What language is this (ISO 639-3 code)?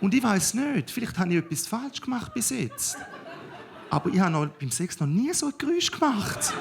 gsw